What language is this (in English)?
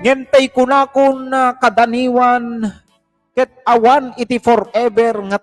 Iloko